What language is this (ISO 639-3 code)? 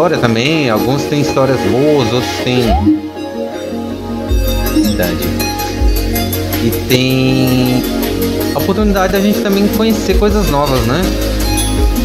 por